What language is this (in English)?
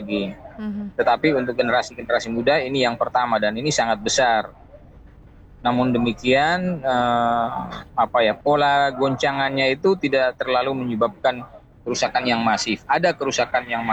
Indonesian